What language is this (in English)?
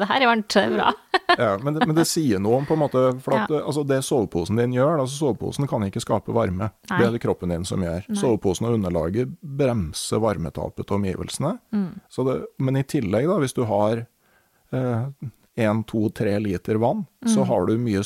Norwegian